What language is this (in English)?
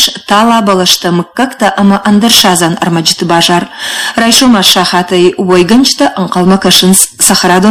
Ossetic